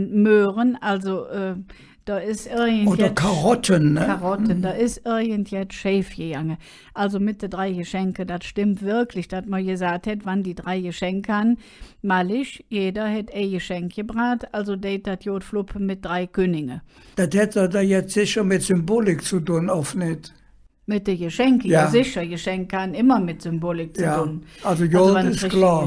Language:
Colognian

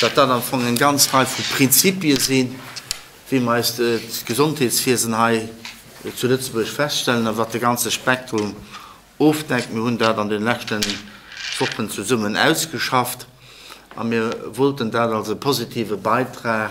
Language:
Luxembourgish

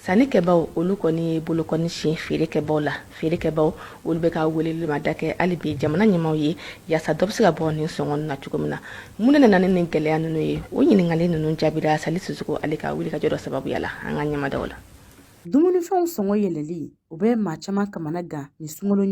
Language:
Bambara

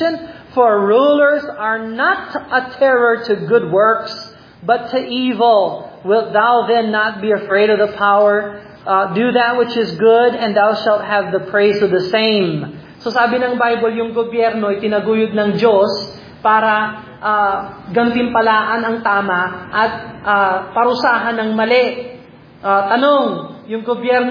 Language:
Filipino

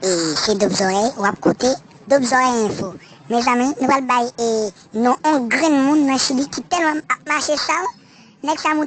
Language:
Haitian Creole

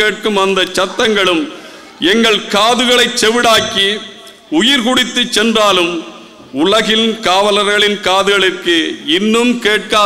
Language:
Tamil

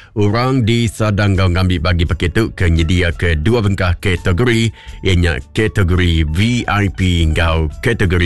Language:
Iban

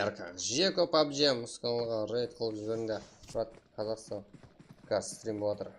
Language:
Kara-Kalpak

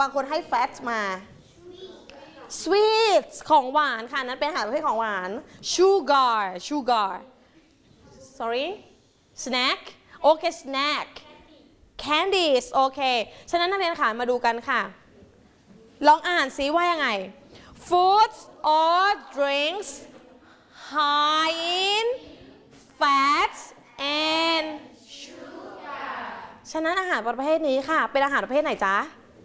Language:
Thai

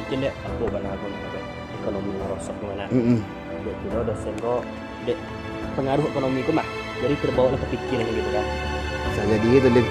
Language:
Minangkabau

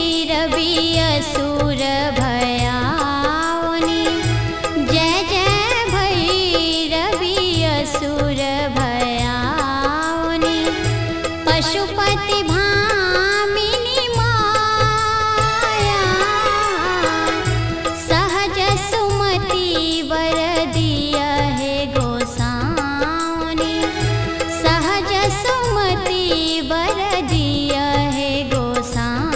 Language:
Maithili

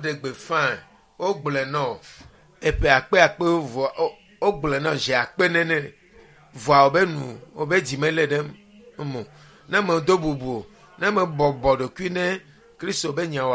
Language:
Ewe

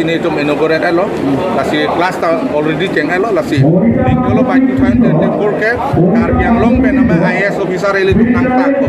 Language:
Karbi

